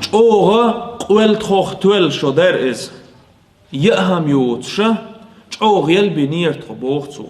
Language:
Chechen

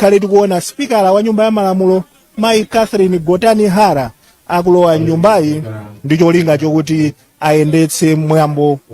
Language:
Nyanja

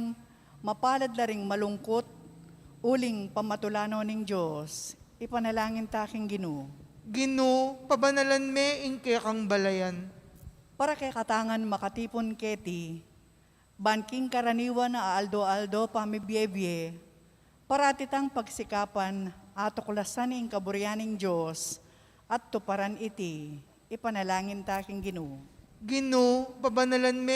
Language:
Pampanga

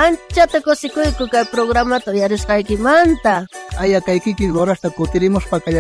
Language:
South Bolivian Quechua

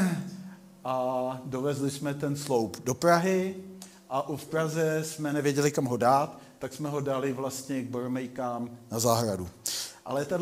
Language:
Czech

